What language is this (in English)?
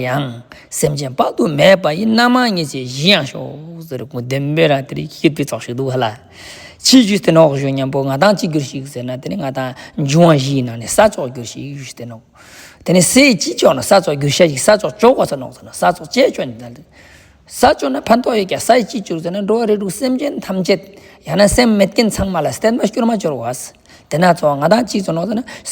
Ladakhi